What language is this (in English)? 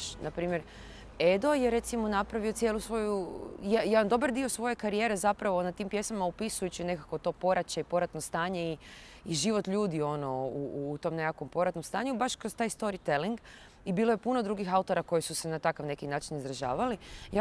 Croatian